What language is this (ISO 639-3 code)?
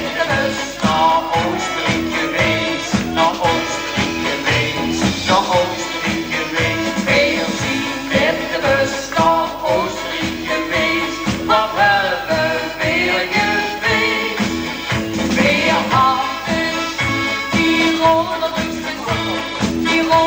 lim